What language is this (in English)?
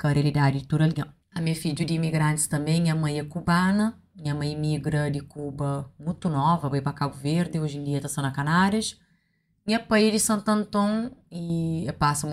Kabuverdianu